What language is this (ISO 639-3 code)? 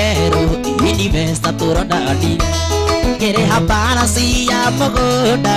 kik